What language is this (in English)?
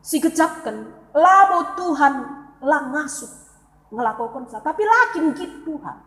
Batak Karo